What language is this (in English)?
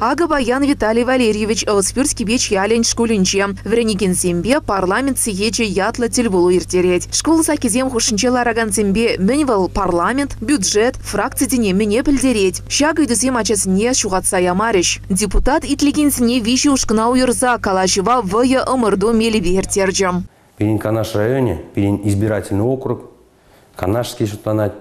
Chuvash